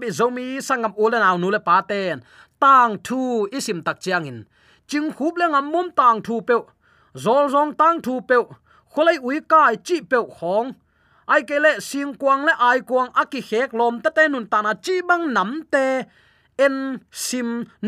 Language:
Tedim Chin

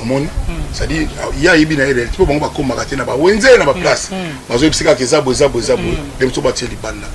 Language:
Lingala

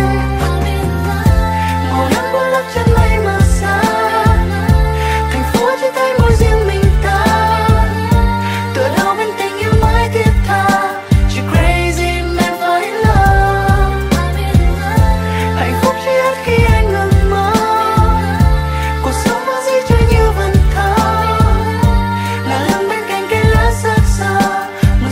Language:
Vietnamese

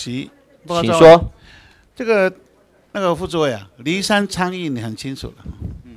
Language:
Chinese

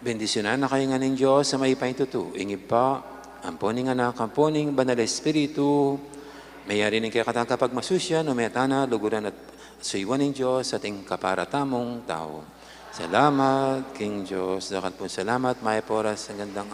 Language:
Pampanga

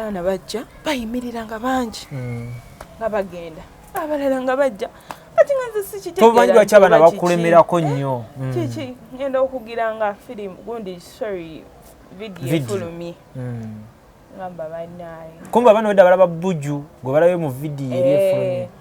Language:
Ganda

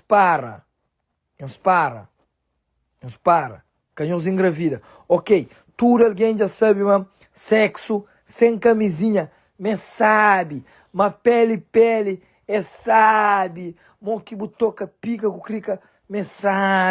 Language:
Kabuverdianu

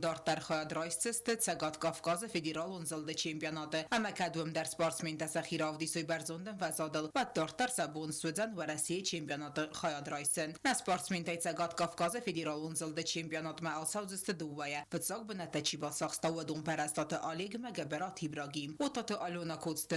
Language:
Ossetic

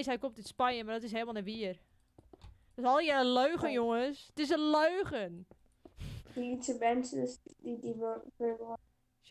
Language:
Western Frisian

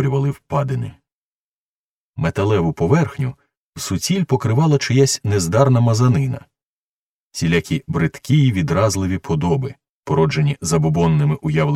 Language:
Ukrainian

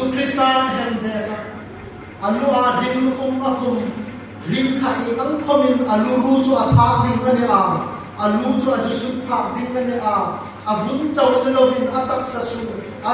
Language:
Hmar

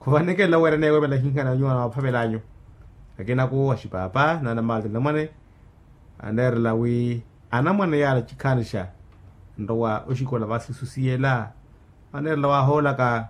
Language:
Makhuwa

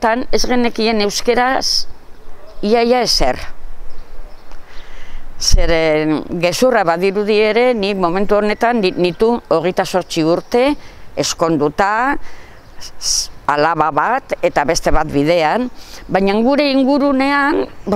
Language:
Basque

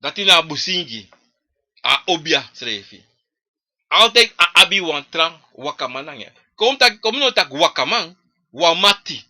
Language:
Sranan Tongo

